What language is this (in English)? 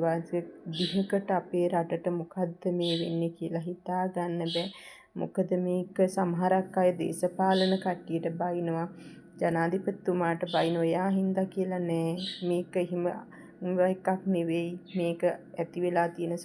Sinhala